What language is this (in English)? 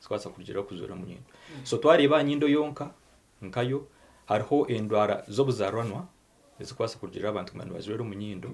Nyankole